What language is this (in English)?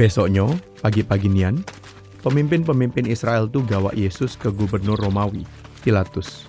Musi